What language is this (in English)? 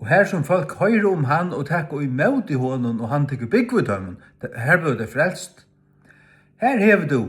Faroese